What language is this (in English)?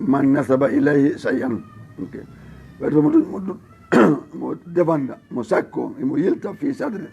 Fula